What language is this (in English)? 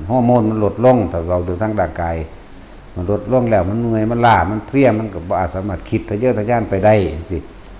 Northeastern Thai